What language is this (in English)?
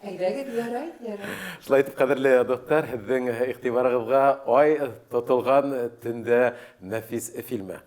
Bashkir